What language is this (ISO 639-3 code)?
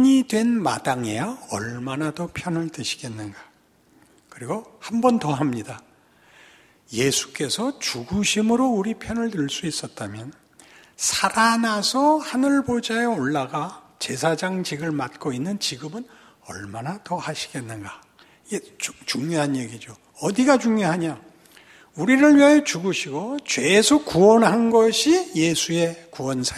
kor